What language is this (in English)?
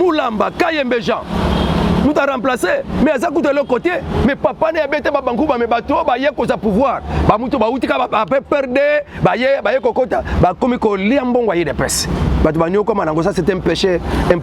Lingala